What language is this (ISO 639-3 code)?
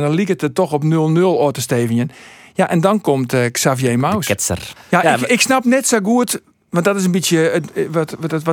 fry